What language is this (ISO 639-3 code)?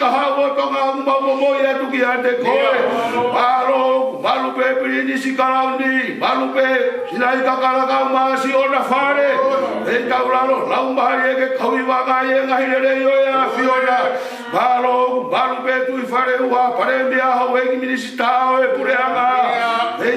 ton